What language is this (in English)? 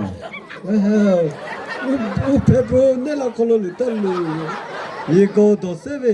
Chokri Naga